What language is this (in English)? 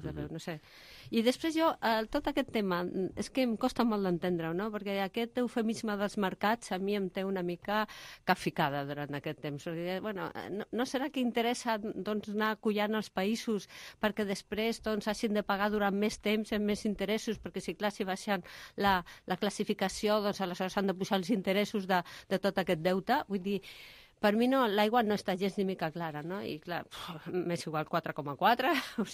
Catalan